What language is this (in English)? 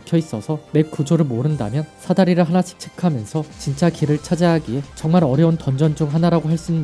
Korean